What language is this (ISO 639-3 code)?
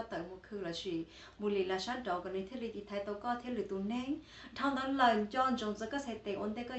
hmn